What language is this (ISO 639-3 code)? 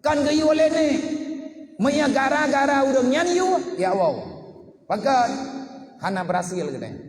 ace